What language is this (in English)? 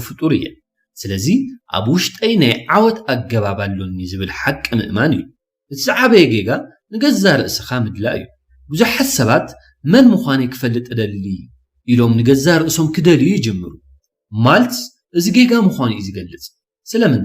Tigrinya